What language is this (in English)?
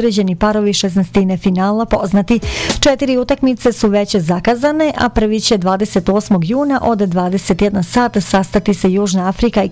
Bosnian